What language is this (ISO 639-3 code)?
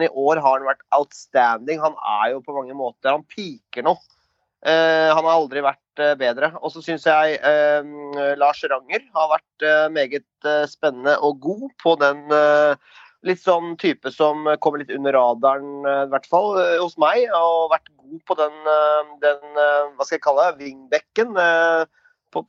nor